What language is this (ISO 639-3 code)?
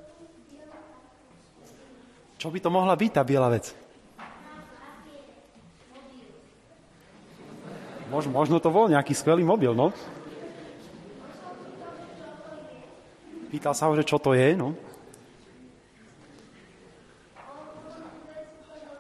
slk